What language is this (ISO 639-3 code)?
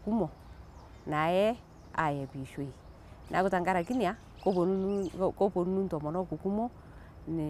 mas